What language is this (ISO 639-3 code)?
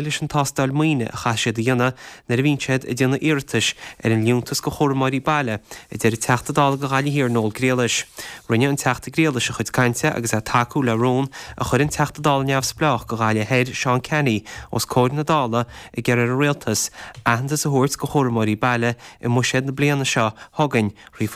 gle